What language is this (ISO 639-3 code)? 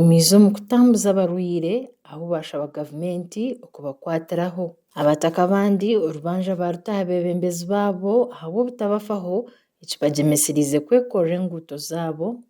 nyn